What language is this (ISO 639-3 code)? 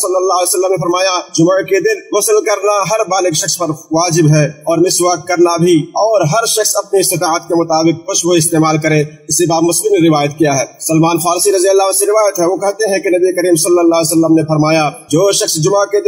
urd